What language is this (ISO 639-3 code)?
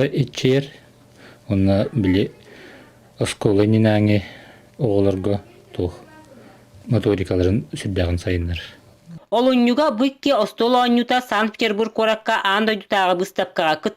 sah